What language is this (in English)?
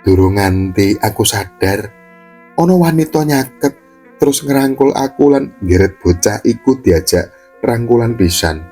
Javanese